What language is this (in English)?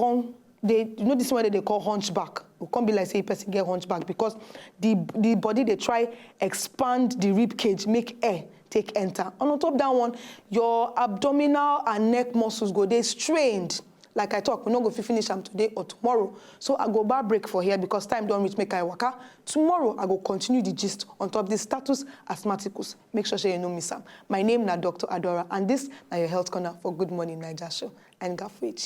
Nigerian Pidgin